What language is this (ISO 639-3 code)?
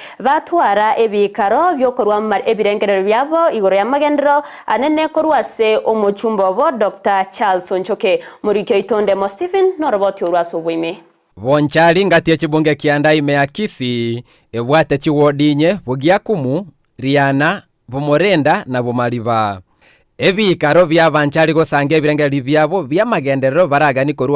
guz